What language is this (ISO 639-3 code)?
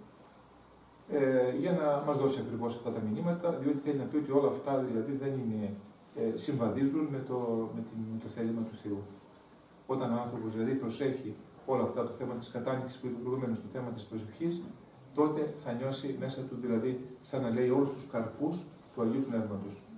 ell